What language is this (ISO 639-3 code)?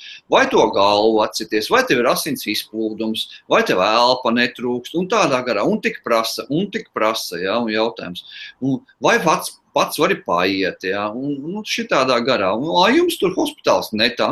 lav